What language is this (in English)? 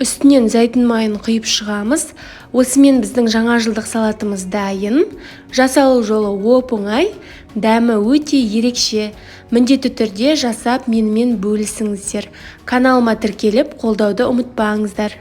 Kazakh